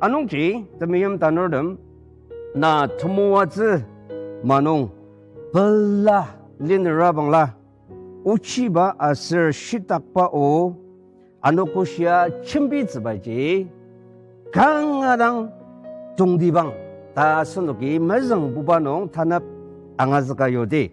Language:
Ao Naga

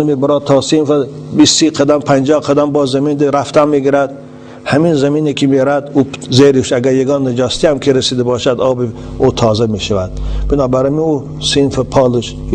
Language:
Tajik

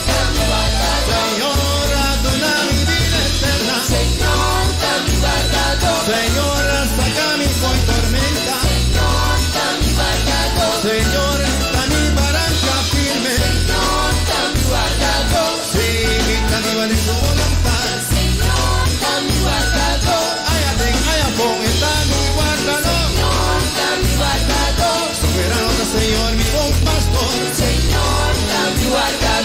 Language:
Papiamento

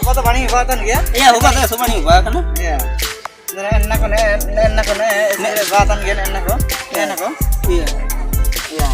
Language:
Ho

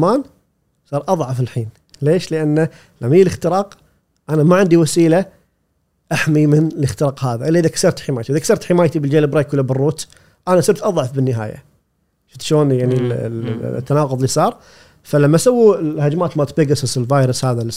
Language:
Gulf Arabic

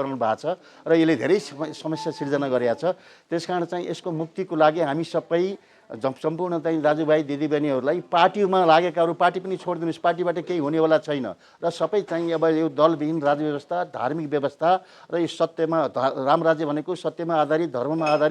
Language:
Nepali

